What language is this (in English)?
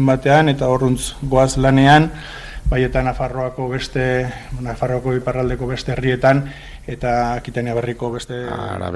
Basque